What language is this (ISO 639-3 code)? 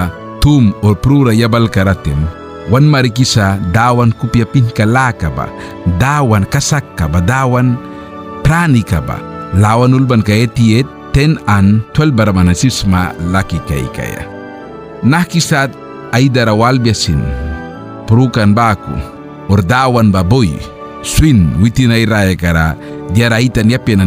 miq